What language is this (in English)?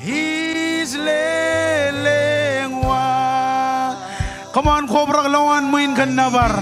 Marshallese